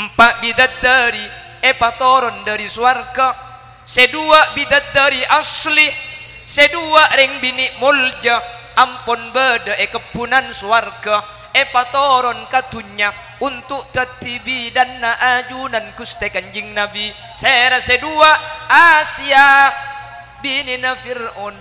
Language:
Madurese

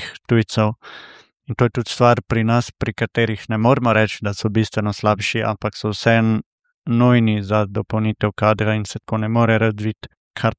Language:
Slovenian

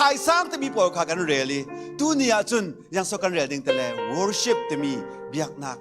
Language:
Falam Chin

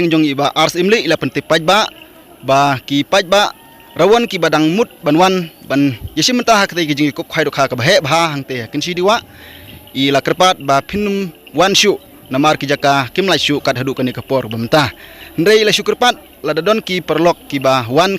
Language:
Khasi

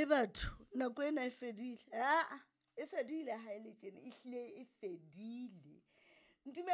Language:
Southern Sotho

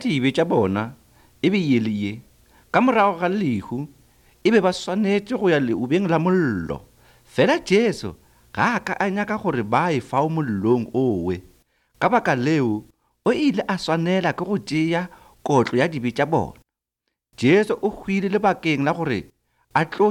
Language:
Northern Sotho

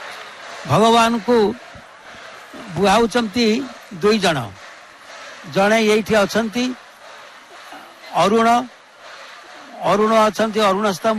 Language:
Odia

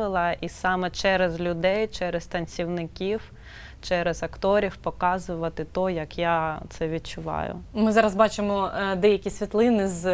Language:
Ukrainian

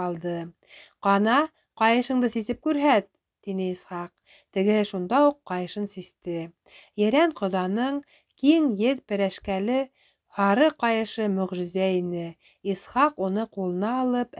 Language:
Bashkir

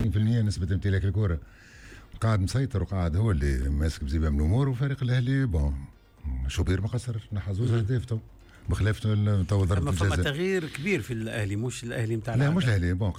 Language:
Tunisian Arabic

